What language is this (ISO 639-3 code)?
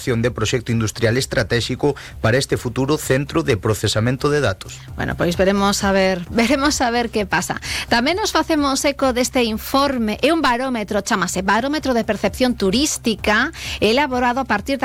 glg